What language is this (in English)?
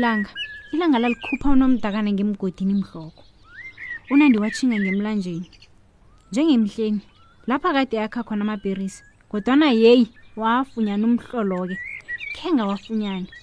South Ndebele